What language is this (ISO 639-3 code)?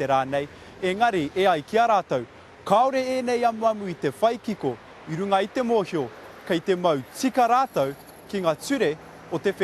mri